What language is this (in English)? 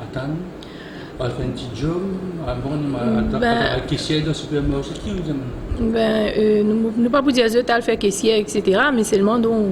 Morisyen